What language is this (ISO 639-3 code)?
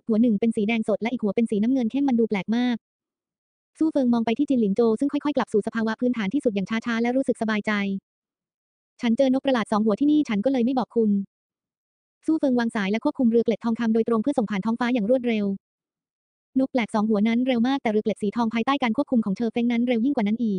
tha